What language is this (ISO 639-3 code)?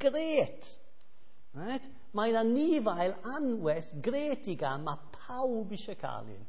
cym